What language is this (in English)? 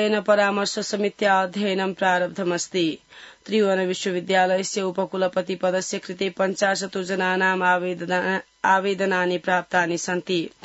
Sanskrit